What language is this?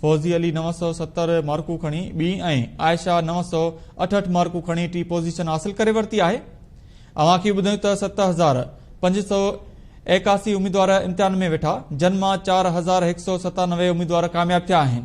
Sindhi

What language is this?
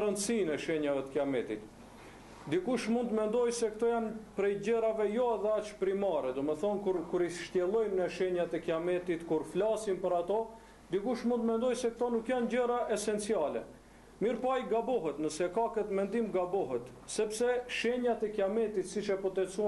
Albanian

